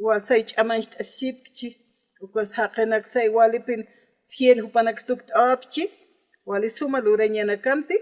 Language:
Aymara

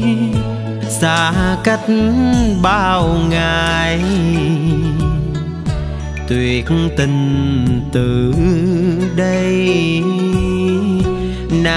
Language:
Vietnamese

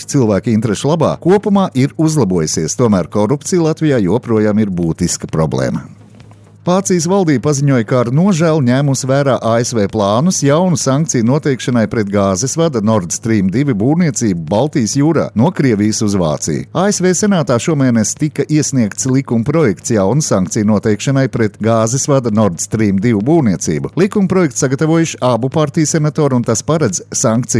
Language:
Latvian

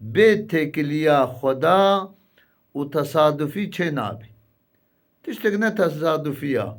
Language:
Kurdish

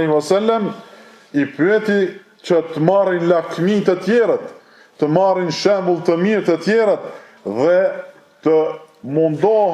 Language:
Albanian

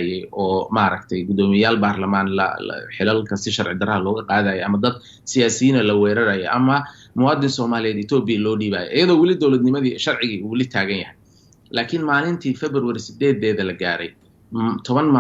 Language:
Somali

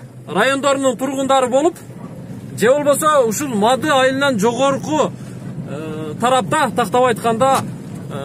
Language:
Kyrgyz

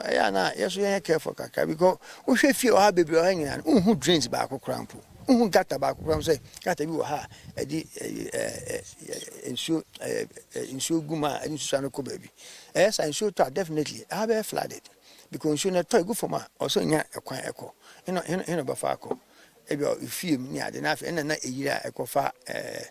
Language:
Akan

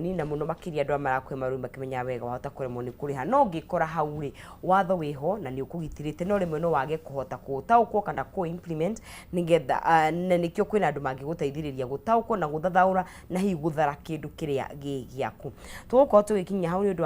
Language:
Kikuyu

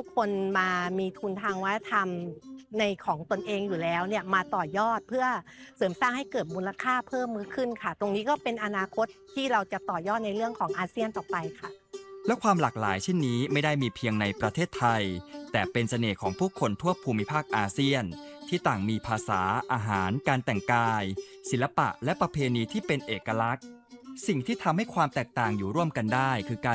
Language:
Thai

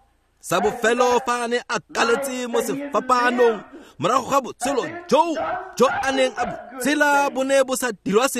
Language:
Tswana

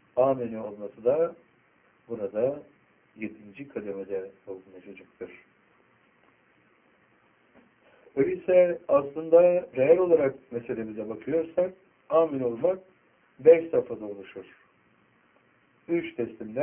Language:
Turkish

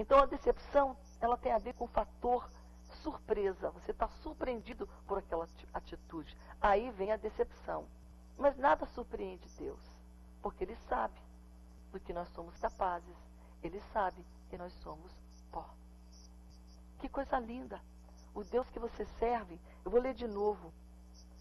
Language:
Portuguese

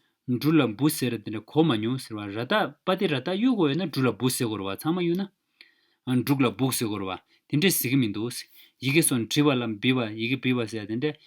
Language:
Tibetan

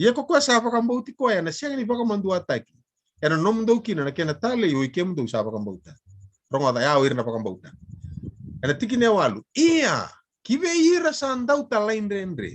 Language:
Fijian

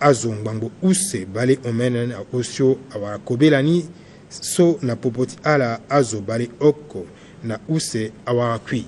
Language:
Sango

